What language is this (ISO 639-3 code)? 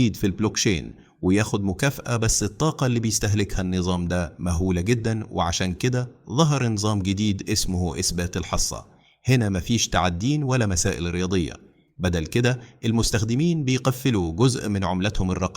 arz